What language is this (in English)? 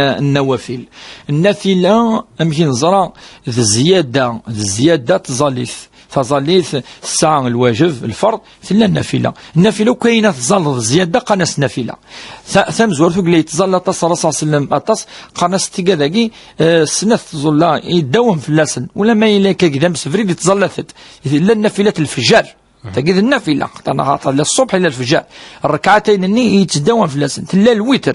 Kabyle